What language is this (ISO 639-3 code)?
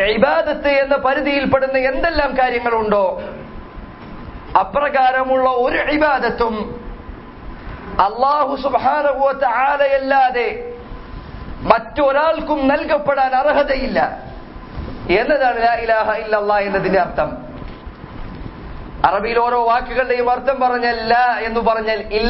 mal